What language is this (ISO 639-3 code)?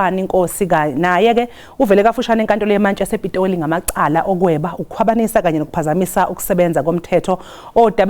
zul